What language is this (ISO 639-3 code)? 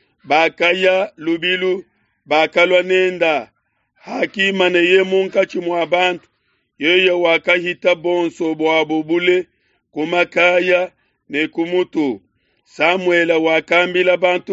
lua